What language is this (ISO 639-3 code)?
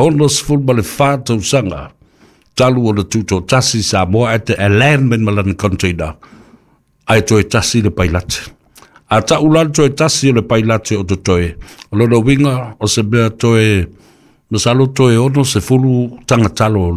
smo